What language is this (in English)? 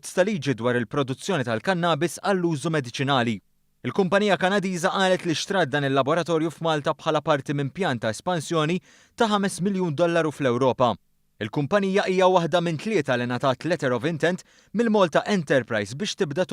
Maltese